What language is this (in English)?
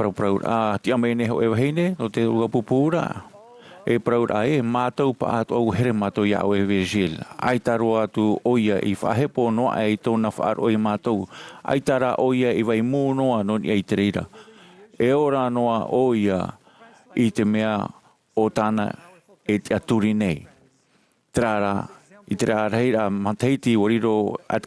Tahitian